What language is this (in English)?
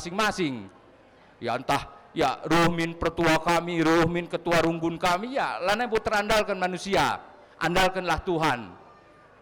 Batak Karo